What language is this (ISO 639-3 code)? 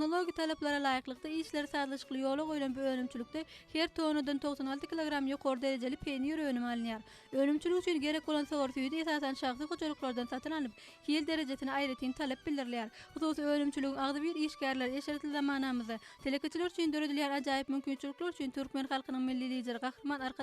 tuk